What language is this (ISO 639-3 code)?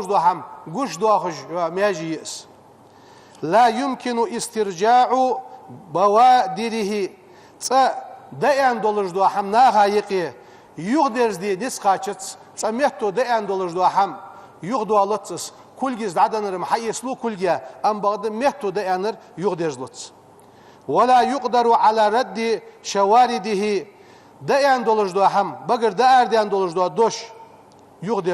inh